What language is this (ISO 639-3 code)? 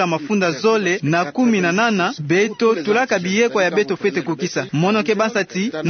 ktu